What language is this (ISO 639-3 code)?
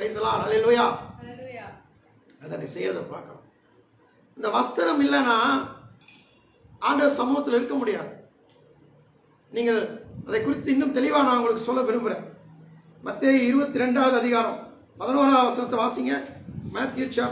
tam